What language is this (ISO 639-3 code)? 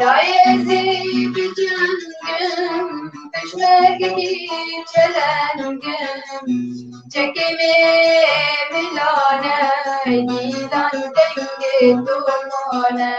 kur